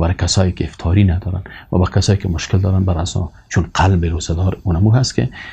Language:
Persian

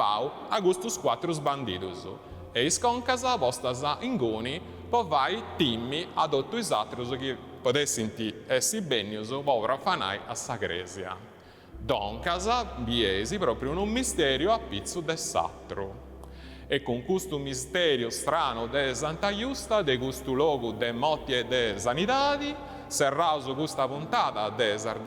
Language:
Sardinian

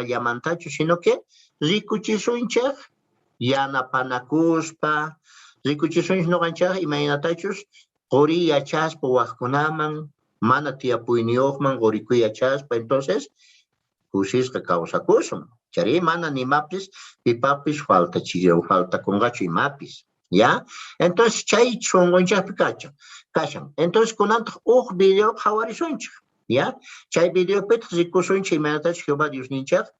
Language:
South Bolivian Quechua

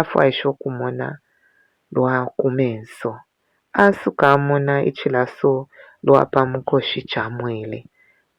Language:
Bemba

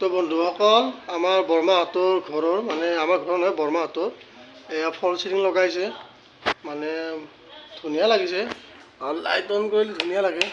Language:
Assamese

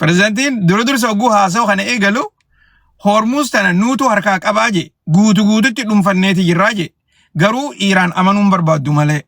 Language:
Oromo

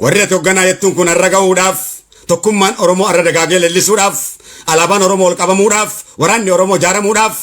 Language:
Oromo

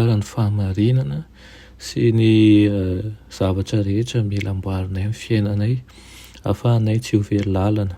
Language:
Malagasy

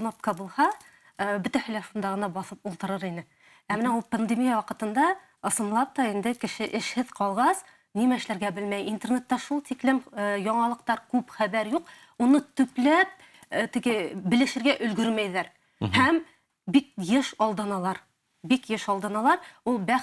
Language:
Bashkir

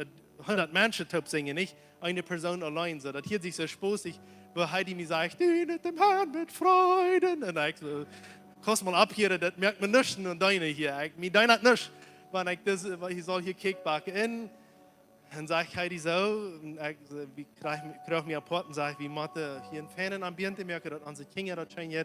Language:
Plautdietsch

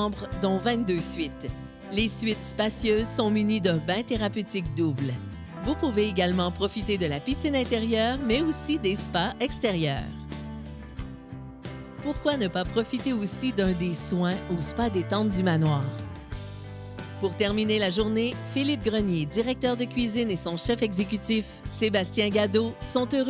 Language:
French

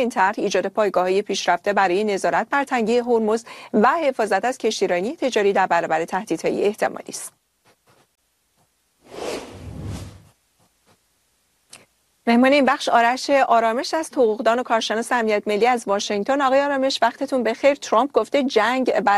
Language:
Persian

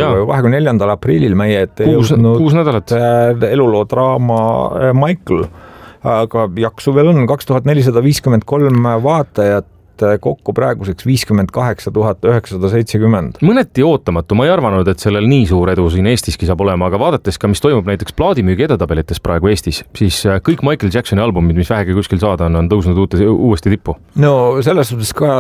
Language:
Estonian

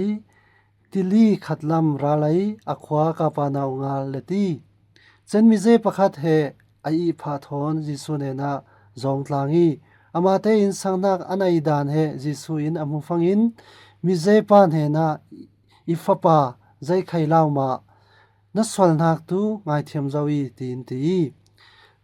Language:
Falam Chin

